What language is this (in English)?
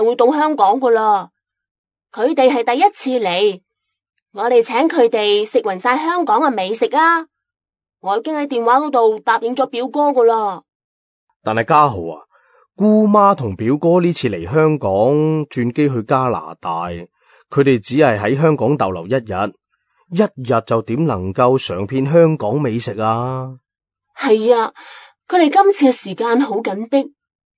Cantonese